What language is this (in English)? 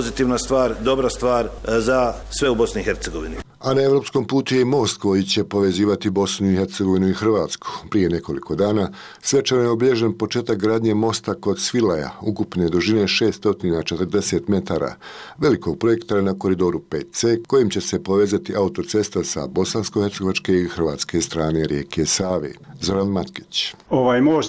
Bosnian